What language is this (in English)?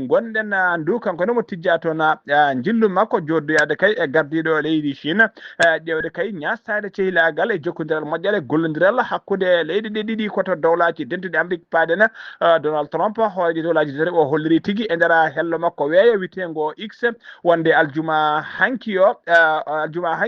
Fula